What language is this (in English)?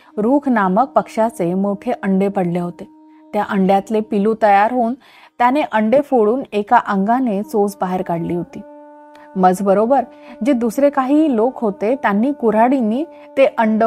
Marathi